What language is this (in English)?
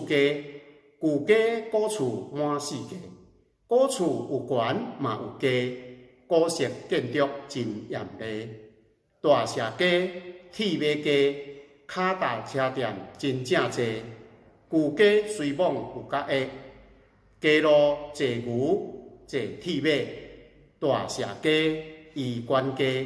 Min Nan Chinese